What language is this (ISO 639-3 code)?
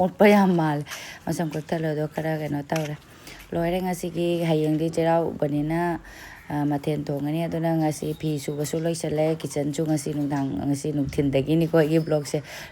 mni